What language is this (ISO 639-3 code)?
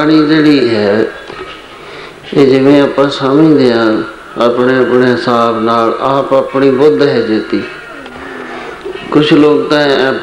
pan